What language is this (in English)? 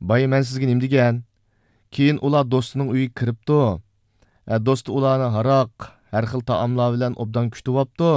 Uyghur